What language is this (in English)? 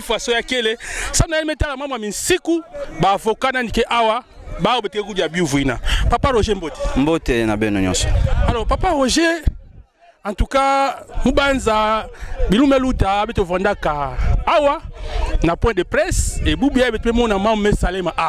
Kituba (Democratic Republic of Congo)